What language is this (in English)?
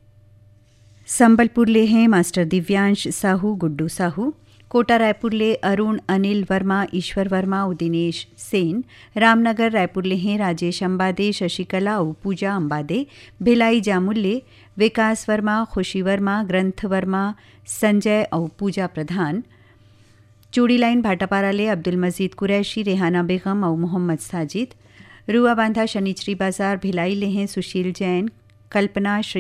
Chhattisgarhi